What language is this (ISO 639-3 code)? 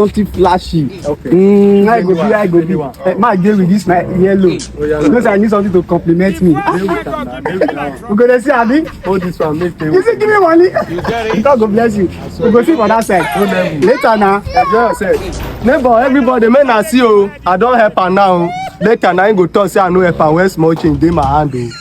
pcm